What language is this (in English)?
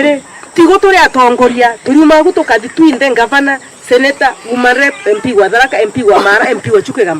Meru